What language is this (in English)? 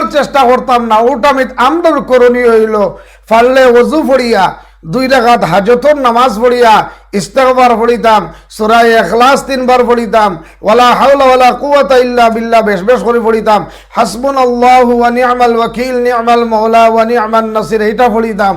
Sylheti